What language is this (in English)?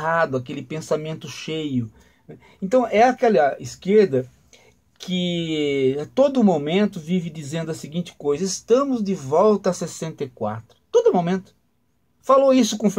Portuguese